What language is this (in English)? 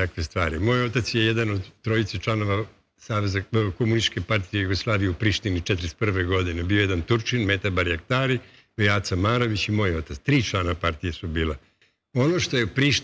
Serbian